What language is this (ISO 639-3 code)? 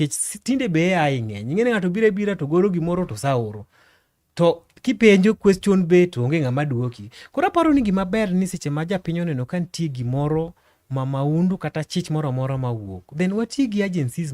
luo